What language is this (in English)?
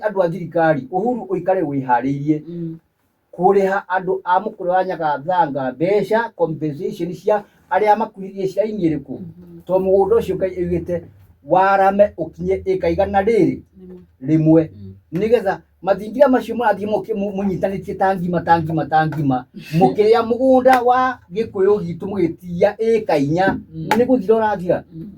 Kikuyu